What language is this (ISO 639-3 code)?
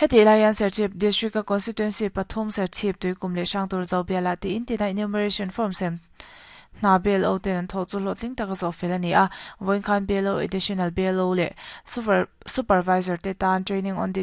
lus